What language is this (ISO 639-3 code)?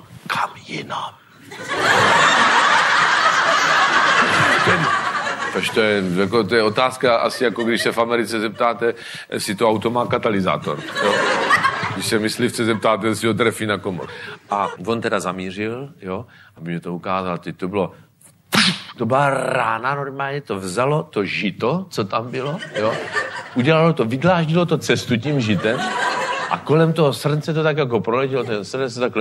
ces